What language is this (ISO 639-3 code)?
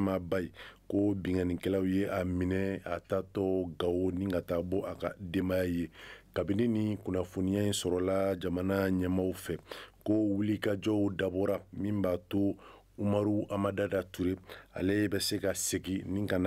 bam